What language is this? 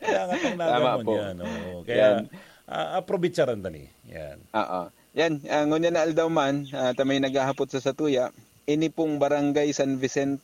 Bikol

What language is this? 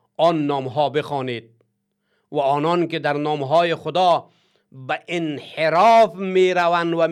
Persian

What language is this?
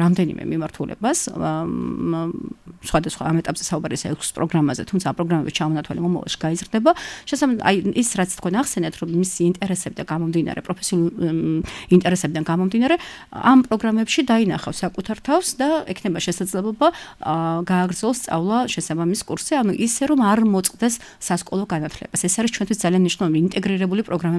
Georgian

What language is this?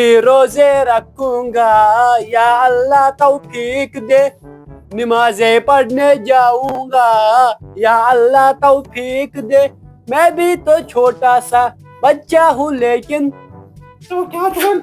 Kashmiri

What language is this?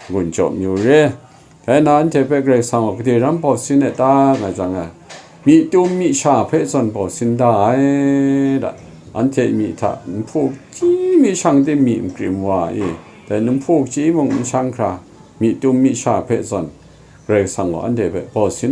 Kachin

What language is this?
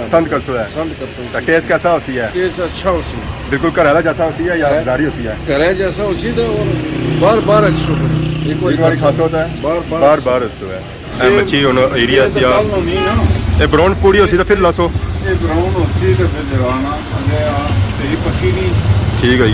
Pahari-Potwari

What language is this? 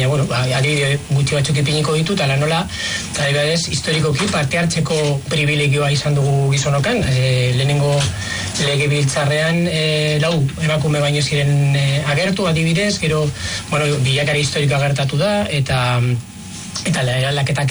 Basque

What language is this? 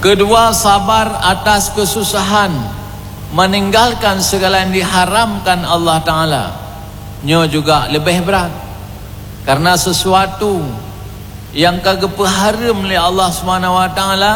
Achinese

